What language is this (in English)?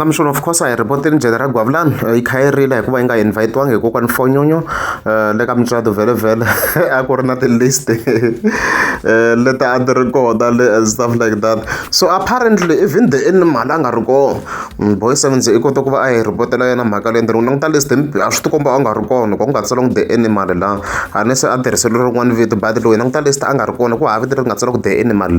Tsonga